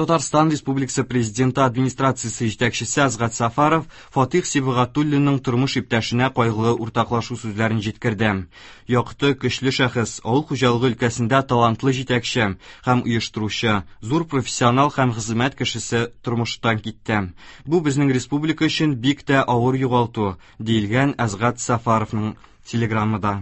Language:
Tatar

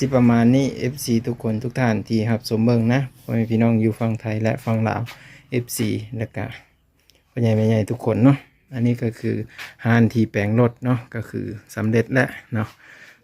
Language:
Lao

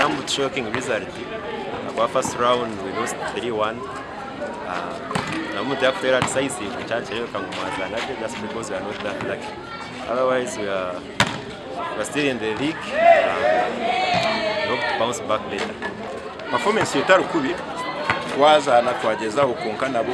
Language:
Nyankole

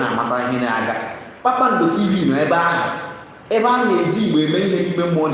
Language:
Igbo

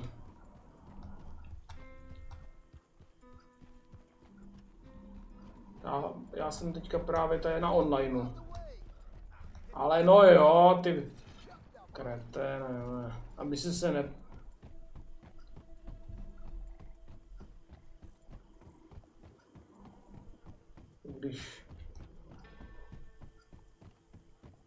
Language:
Czech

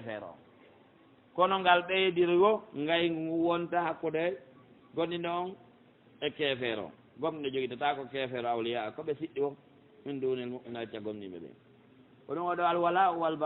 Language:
Pular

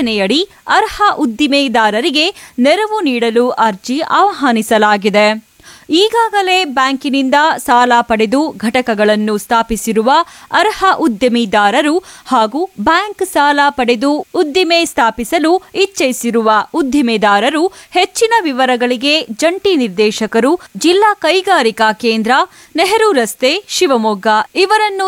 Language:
Kannada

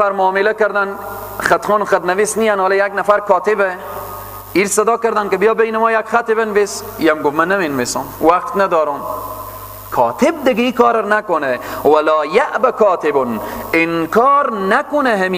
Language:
Persian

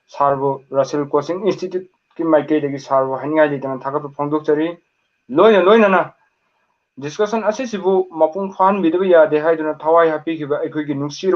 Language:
Manipuri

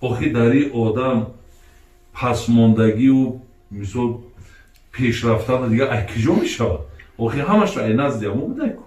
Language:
Tajik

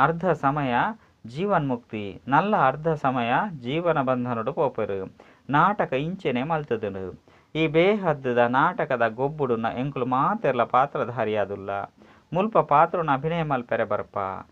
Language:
Tulu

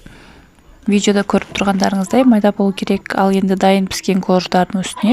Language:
Kazakh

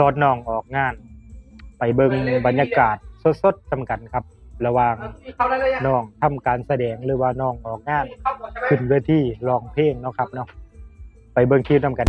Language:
Northeastern Thai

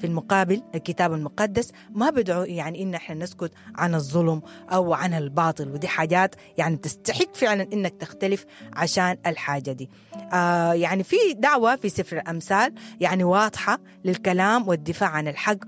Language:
Sudanese Arabic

